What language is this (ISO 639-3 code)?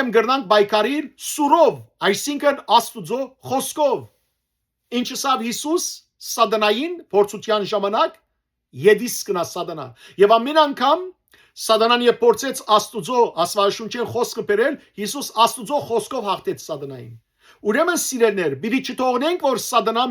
hyw